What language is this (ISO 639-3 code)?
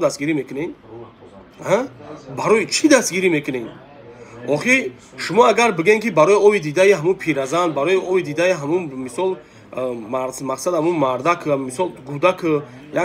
tgk